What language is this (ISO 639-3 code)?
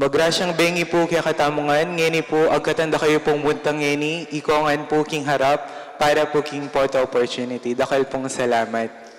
pam